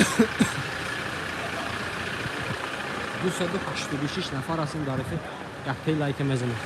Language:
Tajik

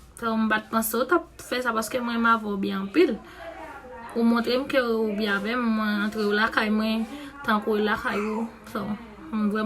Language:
Haitian Creole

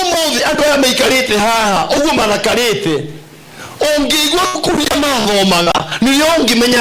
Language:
Kikuyu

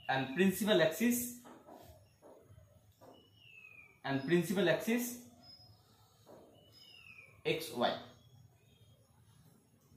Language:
Bangla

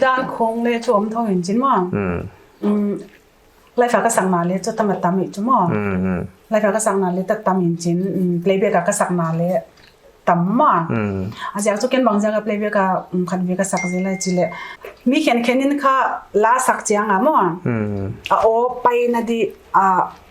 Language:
Paite Chin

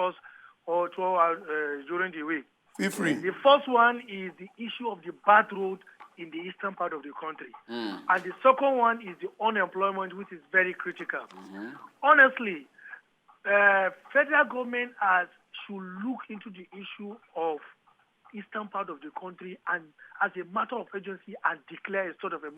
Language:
Nigerian Pidgin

